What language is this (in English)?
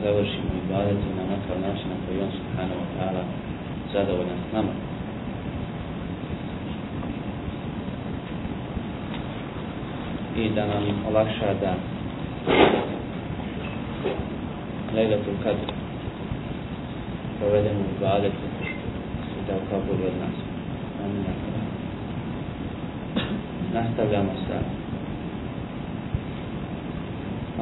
Bosnian